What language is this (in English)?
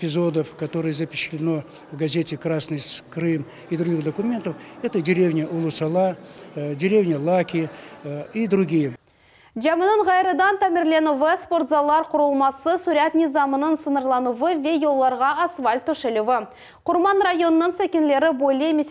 Crimean Tatar